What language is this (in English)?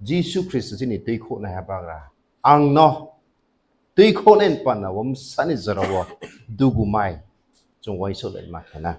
Riang (India)